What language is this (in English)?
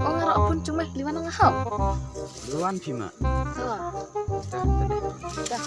Khasi